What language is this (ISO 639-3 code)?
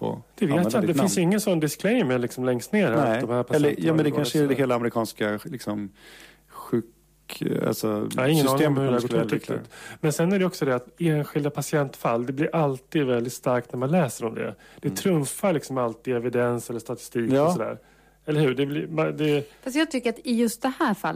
swe